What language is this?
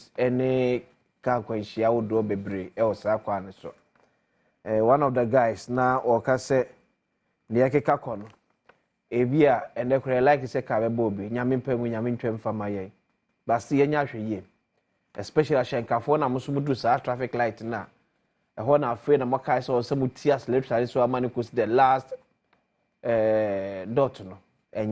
Akan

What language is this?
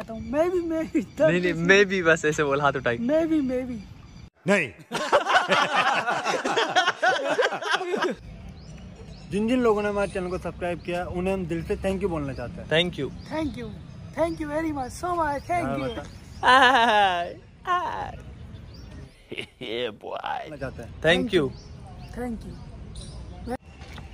Hindi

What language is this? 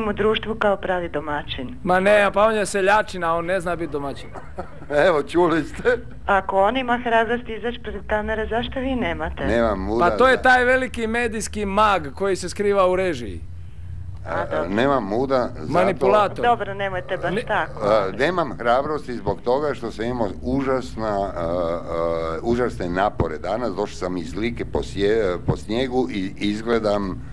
Croatian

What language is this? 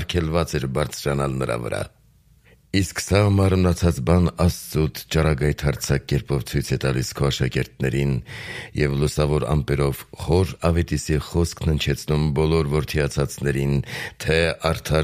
Armenian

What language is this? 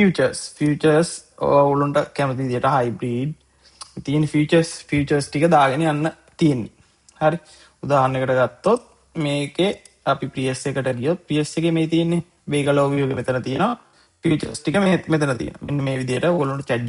Sinhala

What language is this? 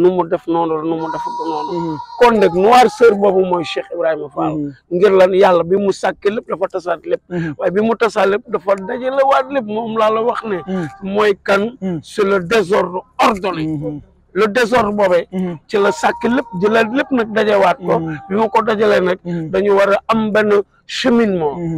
Wolof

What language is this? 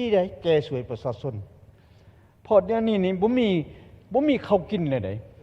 Lao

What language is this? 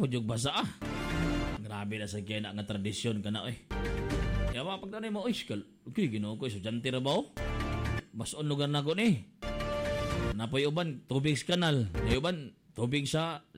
Cebuano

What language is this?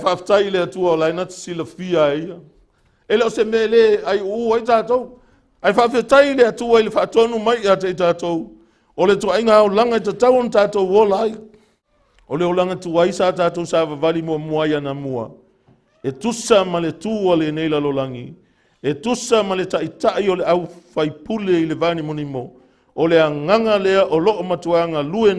Samoan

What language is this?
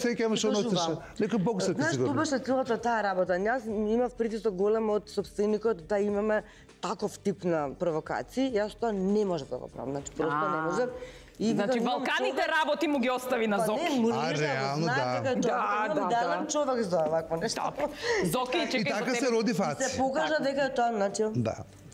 Macedonian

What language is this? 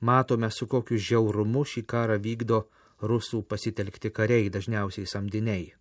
Lithuanian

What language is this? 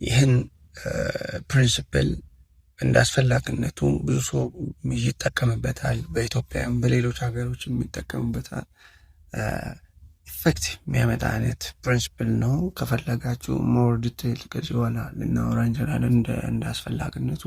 Amharic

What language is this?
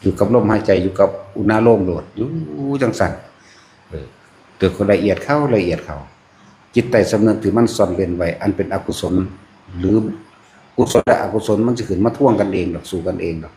Northeastern Thai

